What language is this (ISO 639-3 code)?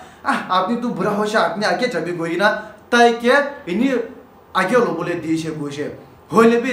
nag